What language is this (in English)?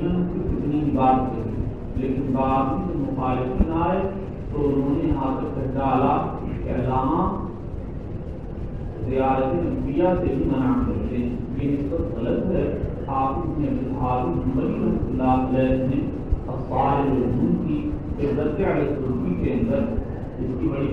Urdu